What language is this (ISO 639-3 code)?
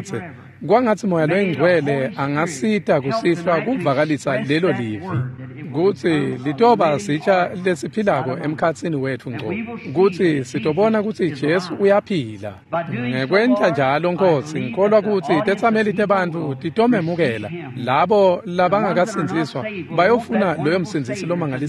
ssw